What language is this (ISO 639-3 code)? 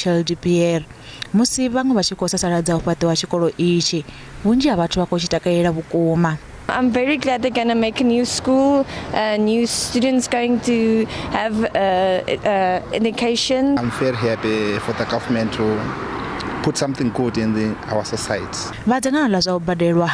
ven